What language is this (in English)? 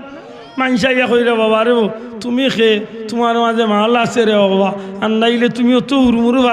Sylheti